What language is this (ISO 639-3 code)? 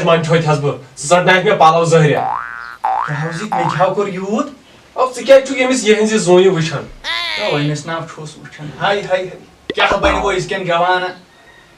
kas